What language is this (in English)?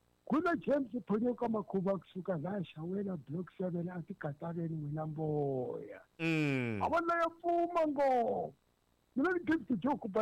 Tsonga